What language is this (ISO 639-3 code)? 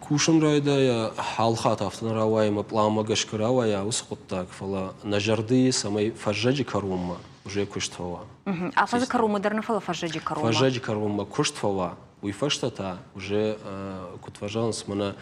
oss